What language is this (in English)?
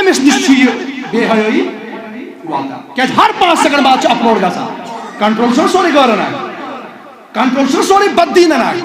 Kashmiri